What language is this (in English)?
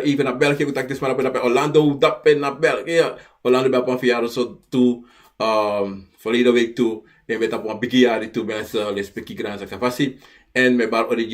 Sranan Tongo